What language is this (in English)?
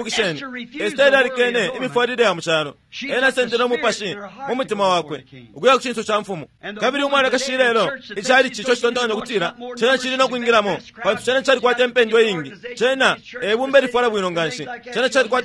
Bemba